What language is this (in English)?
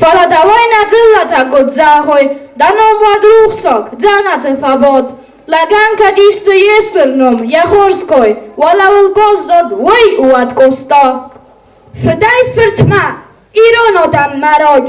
Ossetic